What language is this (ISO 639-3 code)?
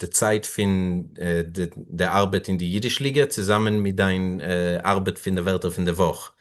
yid